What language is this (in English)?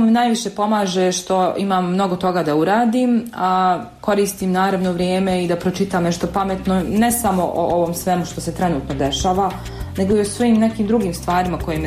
Serbian